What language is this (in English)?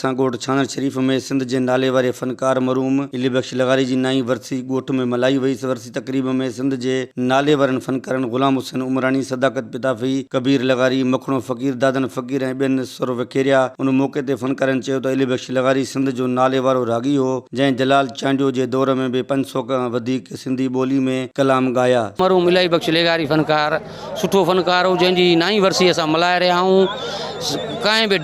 Sindhi